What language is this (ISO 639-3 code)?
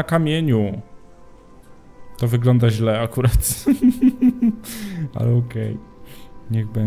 pol